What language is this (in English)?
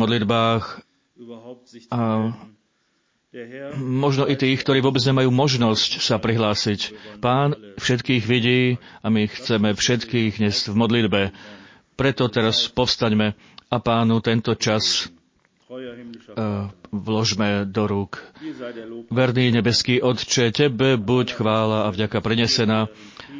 Slovak